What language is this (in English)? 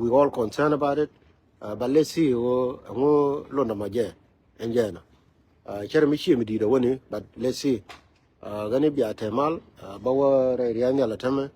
Nuer